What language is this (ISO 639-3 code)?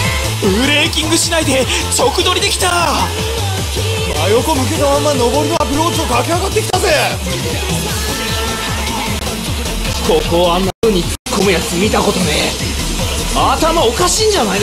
jpn